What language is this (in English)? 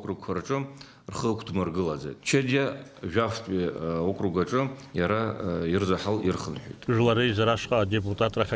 Abkhazian